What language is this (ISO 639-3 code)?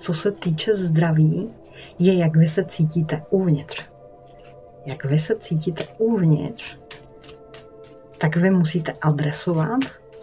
ces